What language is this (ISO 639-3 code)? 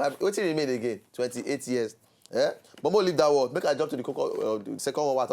pcm